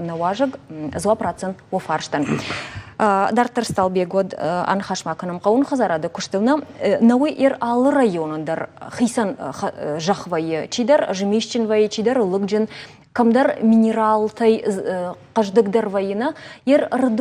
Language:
Ossetic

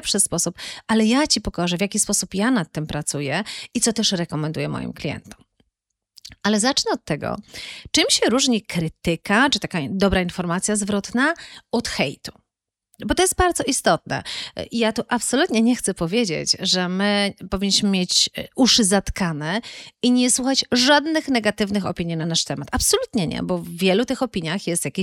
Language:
Polish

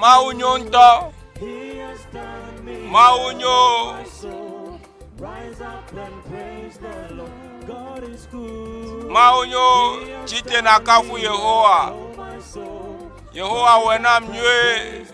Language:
Ewe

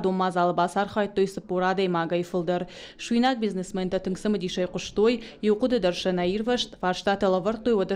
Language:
Ossetic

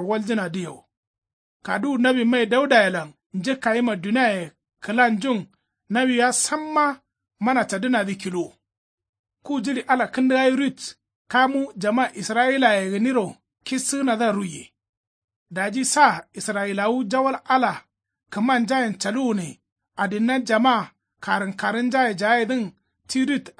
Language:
Kanuri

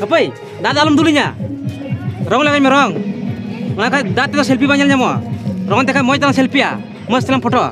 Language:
Santali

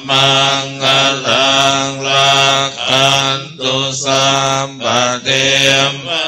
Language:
Pali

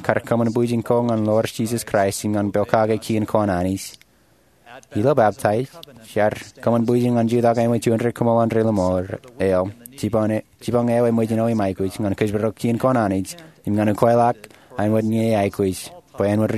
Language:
Marshallese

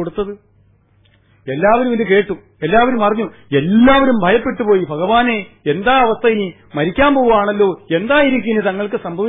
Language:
Malayalam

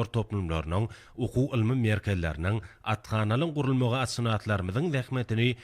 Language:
Turkmen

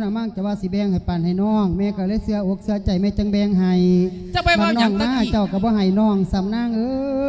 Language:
Lao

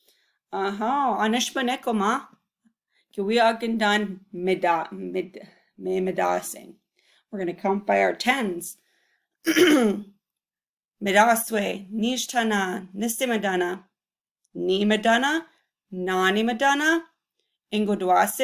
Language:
Chippewa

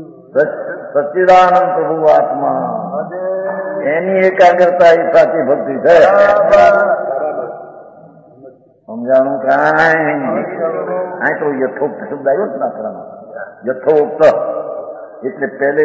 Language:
Gujarati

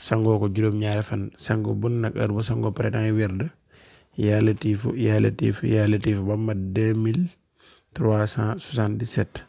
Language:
Wolof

